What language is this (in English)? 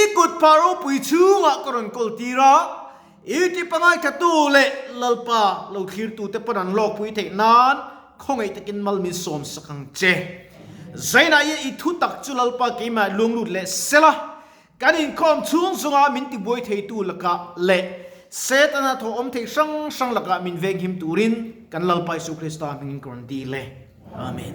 Mizo